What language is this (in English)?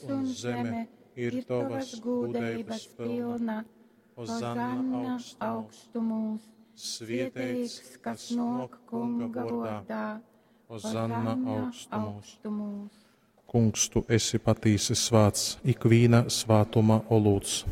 Latgalian